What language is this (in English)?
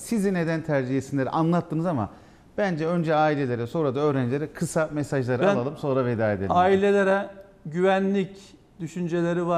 Turkish